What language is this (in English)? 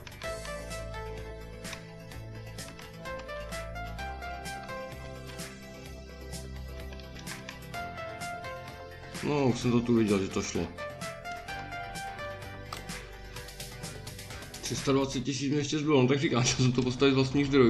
Czech